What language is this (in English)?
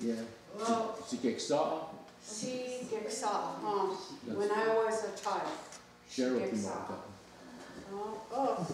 Mohawk